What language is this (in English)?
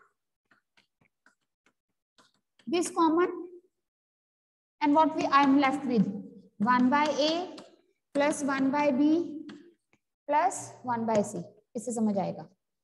Hindi